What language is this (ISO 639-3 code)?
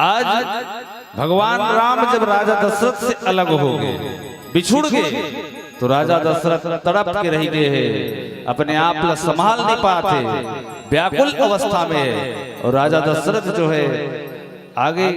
hne